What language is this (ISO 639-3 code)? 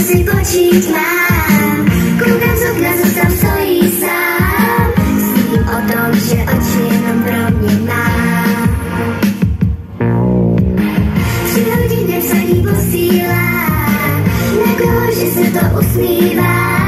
ces